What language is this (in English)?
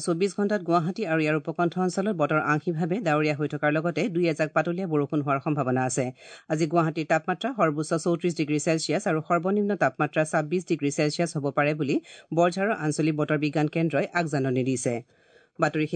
Assamese